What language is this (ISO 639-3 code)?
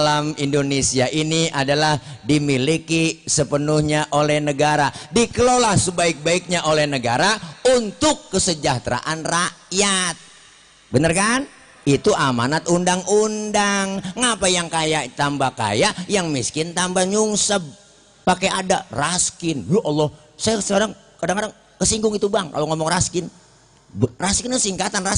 bew